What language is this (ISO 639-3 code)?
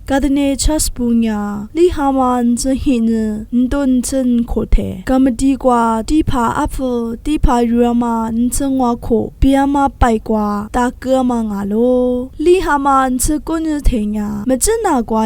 lis